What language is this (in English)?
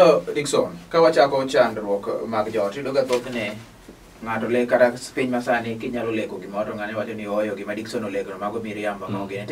Luo (Kenya and Tanzania)